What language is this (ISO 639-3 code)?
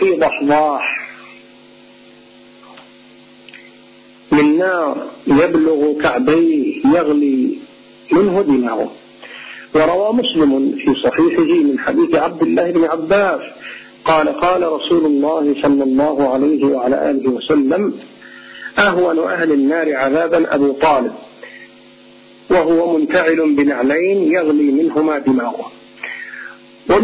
ara